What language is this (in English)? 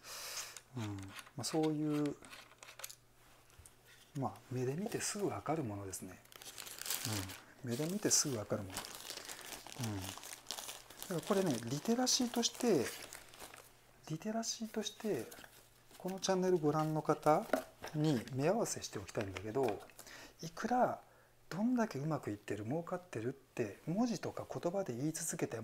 Japanese